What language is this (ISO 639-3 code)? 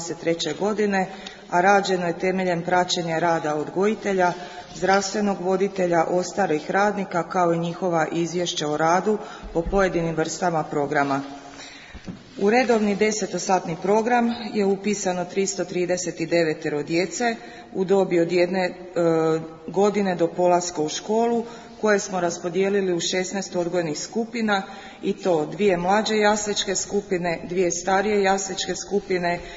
hrv